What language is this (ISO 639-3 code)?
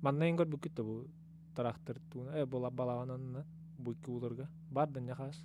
sah